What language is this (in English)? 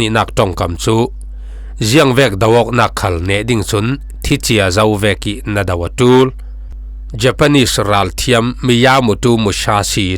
Falam Chin